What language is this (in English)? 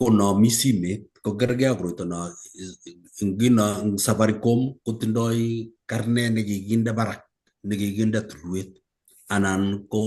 Kalenjin